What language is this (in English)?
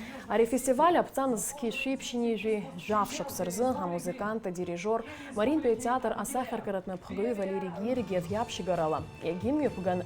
Abkhazian